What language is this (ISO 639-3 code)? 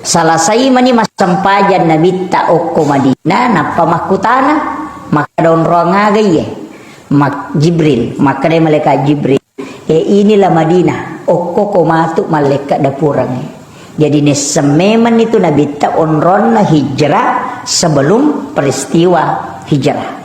bug